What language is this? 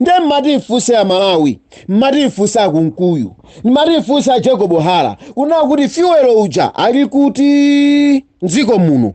Nyanja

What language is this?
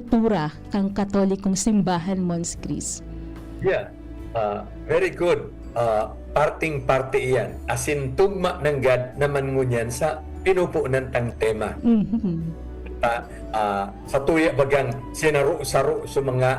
Bikol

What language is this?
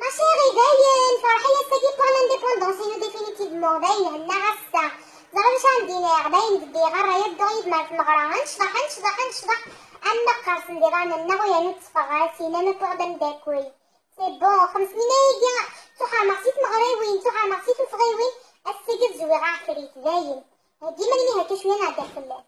Kabyle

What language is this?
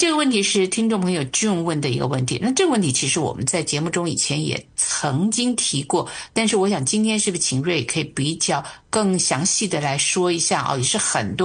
Chinese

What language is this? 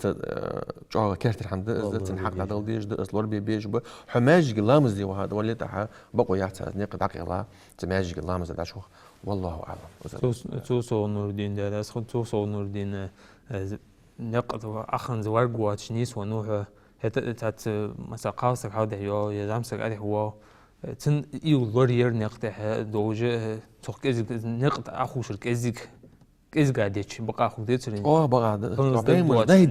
Ingush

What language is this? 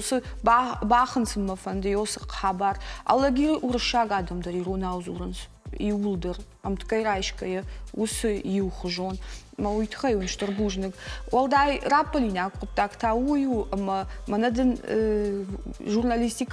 Ossetic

